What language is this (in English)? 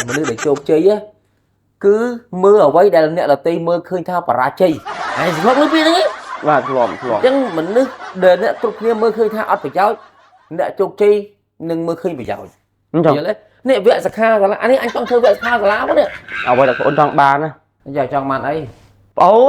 Khmer